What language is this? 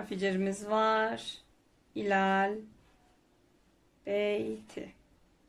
Turkish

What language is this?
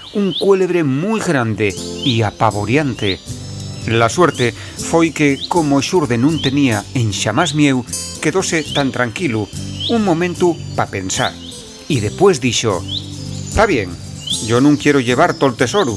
Asturian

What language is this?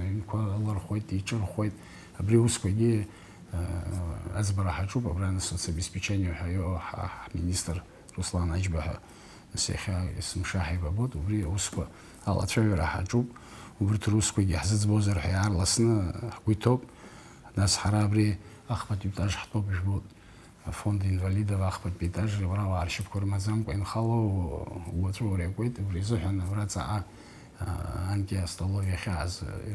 Abkhazian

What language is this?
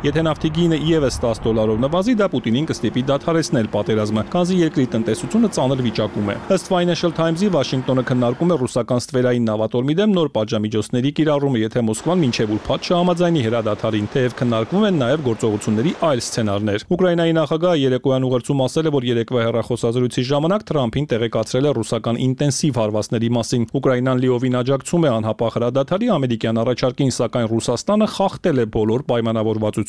Armenian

